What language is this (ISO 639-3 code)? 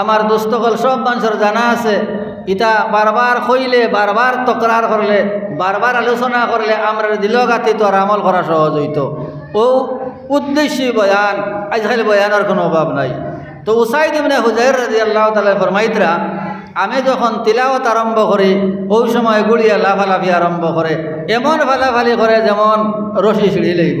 syl